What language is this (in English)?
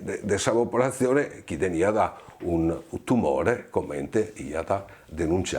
Sardinian